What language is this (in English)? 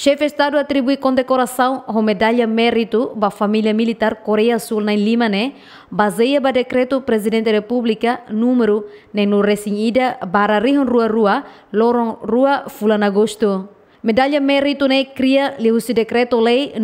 Tetum